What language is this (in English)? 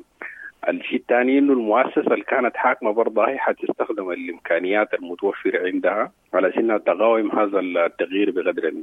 Sudanese Arabic